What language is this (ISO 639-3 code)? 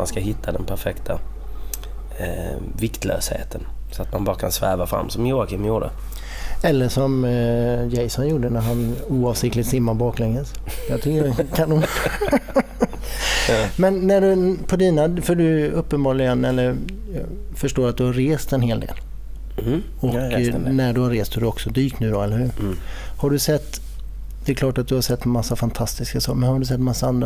swe